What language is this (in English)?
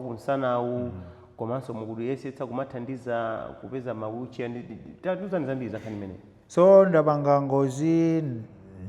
Nyanja